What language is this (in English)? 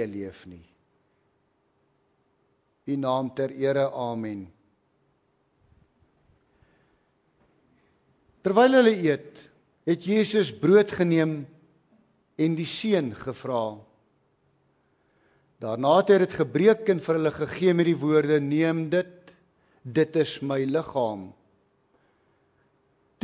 Afrikaans